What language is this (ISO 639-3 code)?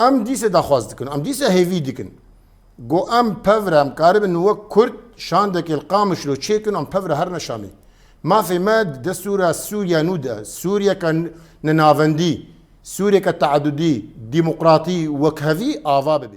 kur